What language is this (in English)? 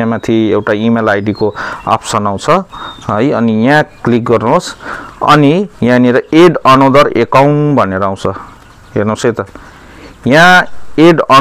Nepali